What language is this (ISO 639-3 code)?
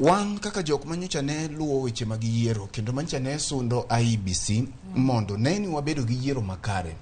luo